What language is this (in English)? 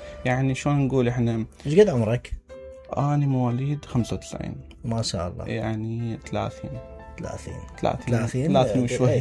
Mesopotamian Arabic